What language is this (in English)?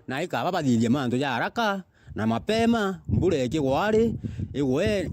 Meru